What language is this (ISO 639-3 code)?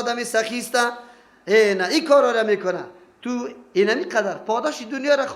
fas